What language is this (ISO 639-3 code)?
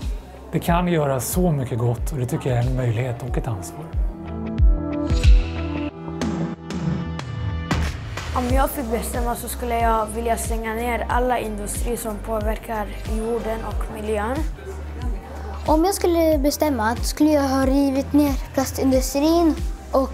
swe